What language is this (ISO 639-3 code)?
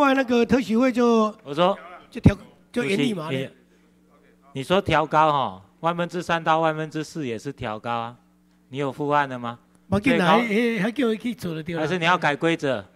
zho